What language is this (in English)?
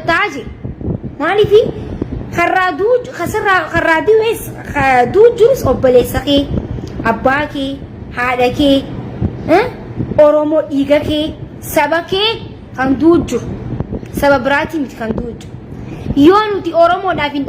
Oromo